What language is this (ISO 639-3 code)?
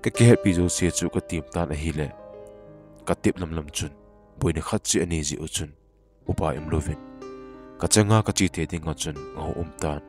tcz